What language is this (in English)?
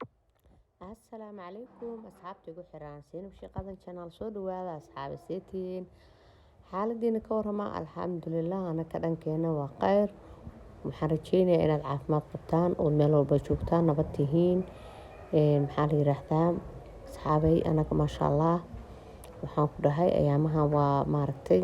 Somali